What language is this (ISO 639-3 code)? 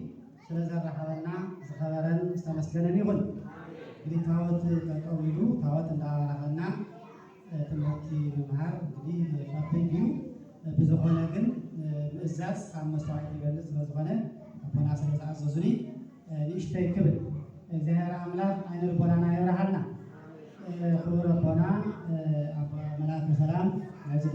tir